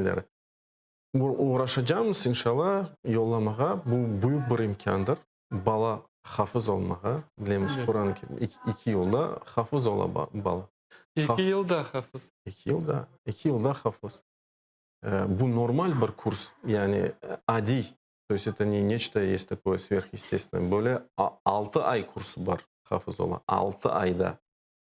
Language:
Crimean Tatar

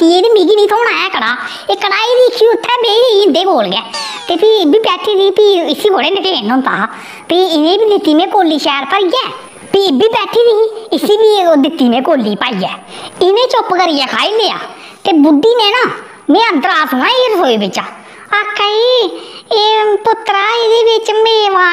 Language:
Dogri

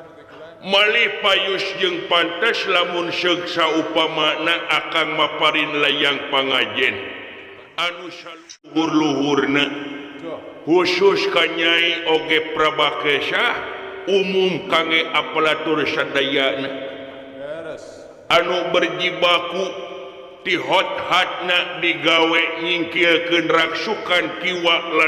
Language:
Sundanese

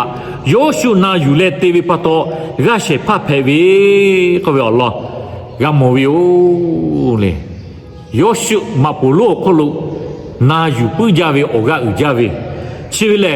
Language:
Lahu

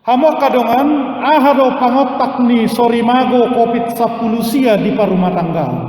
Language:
Batak Toba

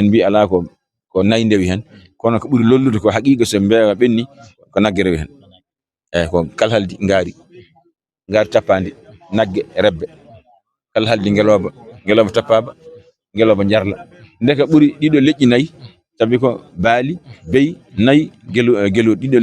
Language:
Fula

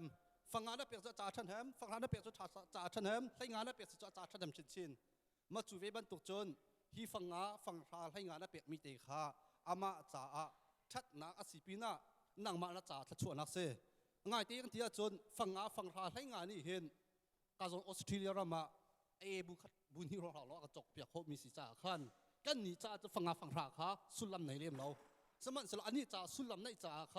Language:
Hakha Chin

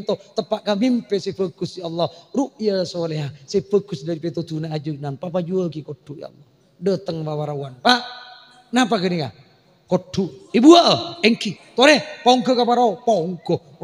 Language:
Madurese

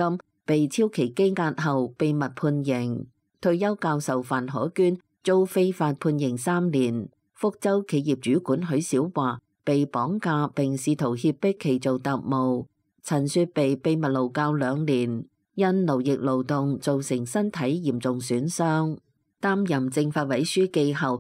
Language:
Cantonese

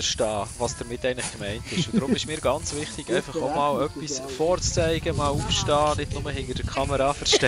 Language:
Swiss German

